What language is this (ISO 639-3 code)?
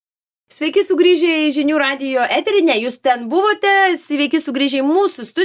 lit